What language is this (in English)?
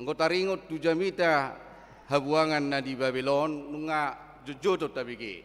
Batak Toba